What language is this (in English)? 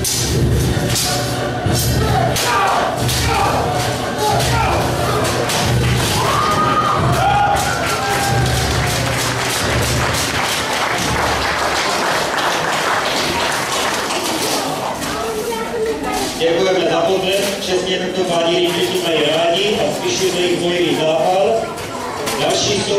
Czech